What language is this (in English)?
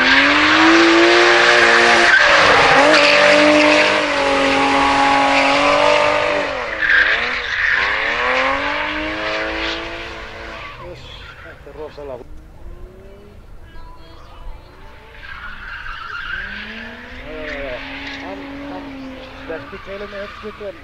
Icelandic